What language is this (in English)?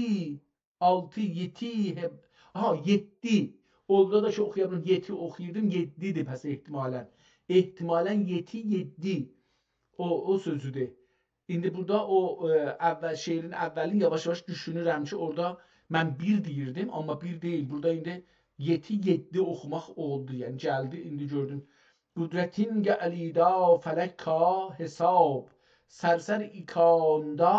South Azerbaijani